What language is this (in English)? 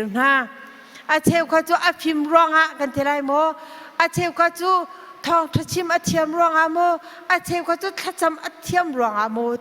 Hakha Chin